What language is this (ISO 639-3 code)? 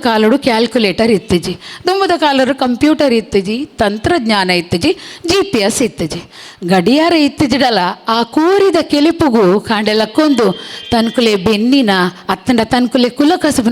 tcy